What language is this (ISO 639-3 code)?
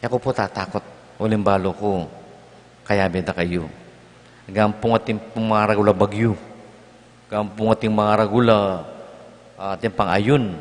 pam